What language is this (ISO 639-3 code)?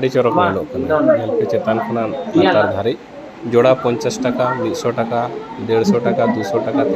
sat